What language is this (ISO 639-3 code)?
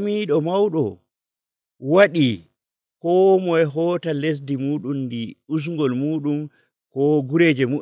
fuv